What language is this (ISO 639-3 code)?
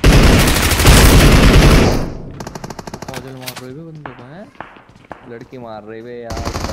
hin